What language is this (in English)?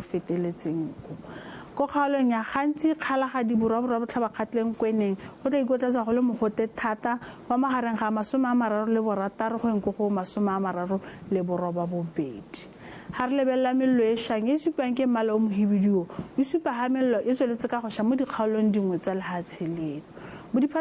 Tswana